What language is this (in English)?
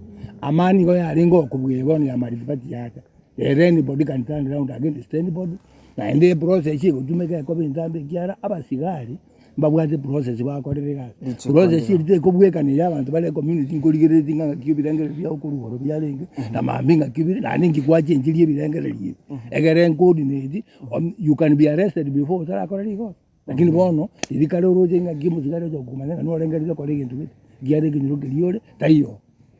Gusii